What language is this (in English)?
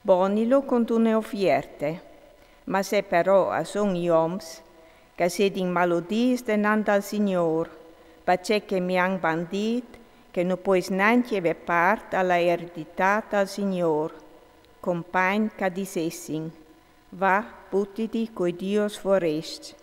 Friulian